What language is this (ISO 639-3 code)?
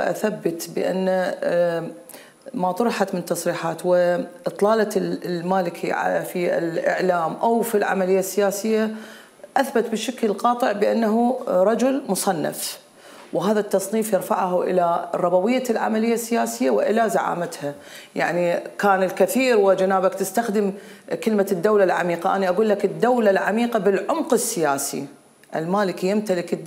acm